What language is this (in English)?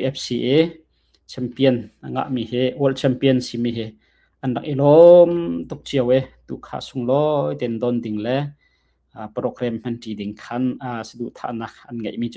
Hakha Chin